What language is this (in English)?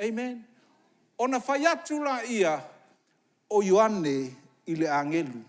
Samoan